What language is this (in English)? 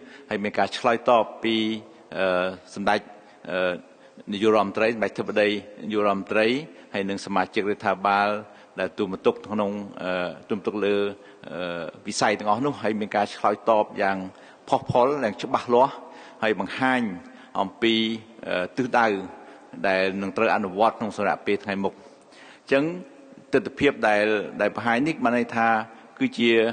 Khmer